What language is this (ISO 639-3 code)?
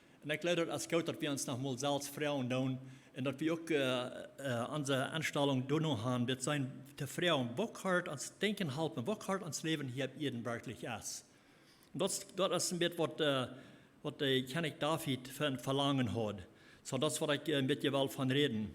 pdt